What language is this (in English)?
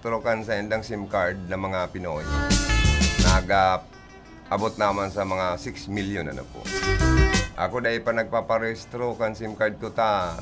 Bikol